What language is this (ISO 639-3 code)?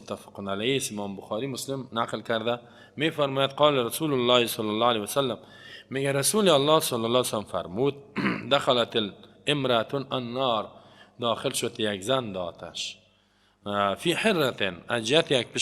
fas